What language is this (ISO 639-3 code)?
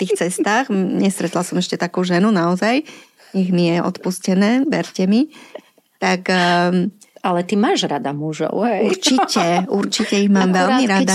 slk